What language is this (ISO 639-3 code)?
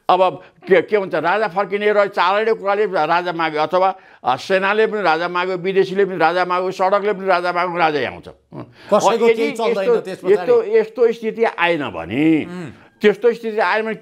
nep